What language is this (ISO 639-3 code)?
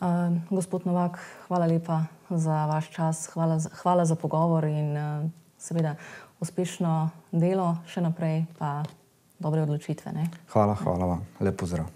slv